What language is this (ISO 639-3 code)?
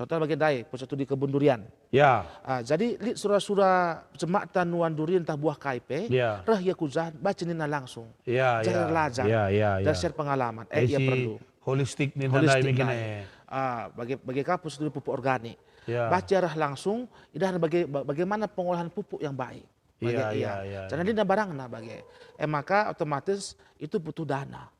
btx